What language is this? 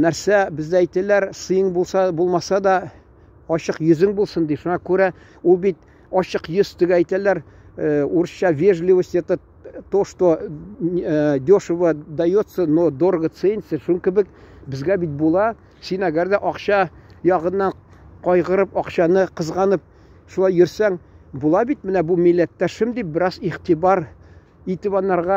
Tatar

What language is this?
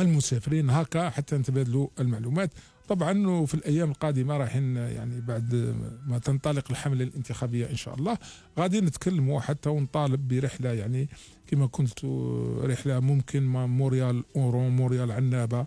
Algerian Arabic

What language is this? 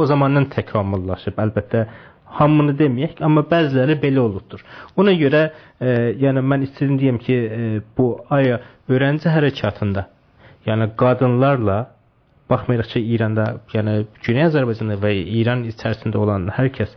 South Azerbaijani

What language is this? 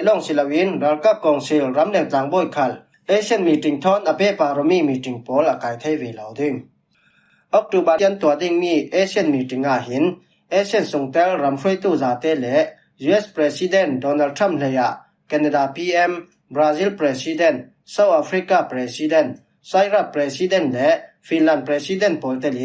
Falam Chin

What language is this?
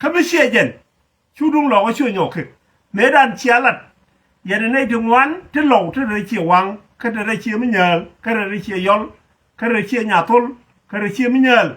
Nuer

